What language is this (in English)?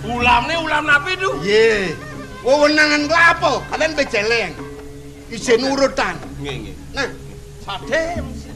Balinese